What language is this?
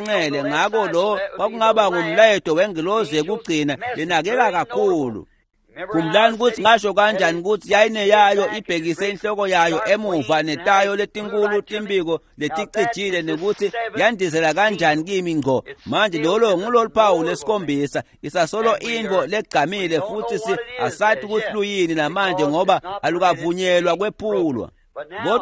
Swati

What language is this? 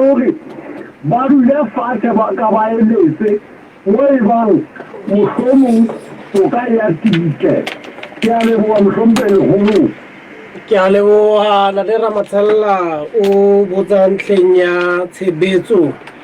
Southern Sotho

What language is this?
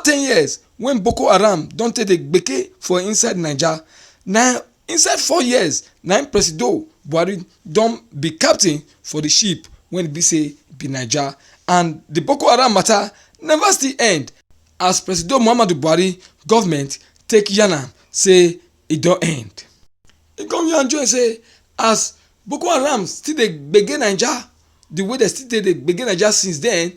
Nigerian Pidgin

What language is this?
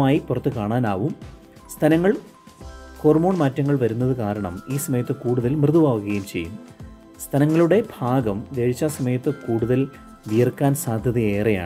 Malayalam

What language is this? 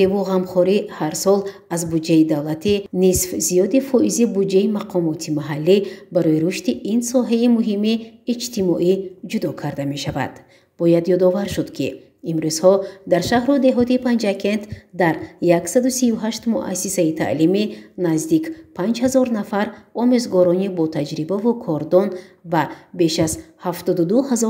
Tajik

